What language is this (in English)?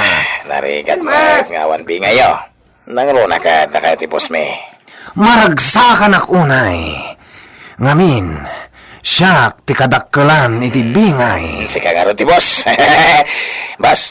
Iloko